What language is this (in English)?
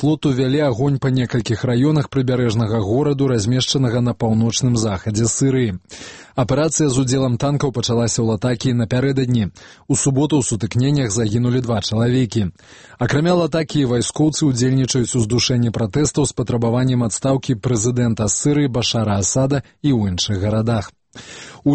Belarusian